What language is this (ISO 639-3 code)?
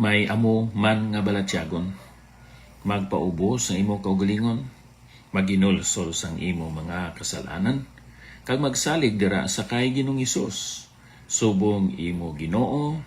hil